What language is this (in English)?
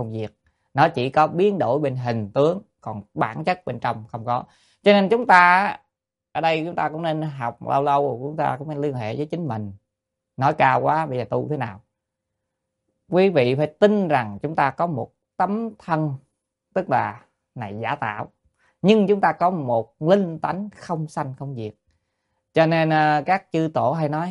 Vietnamese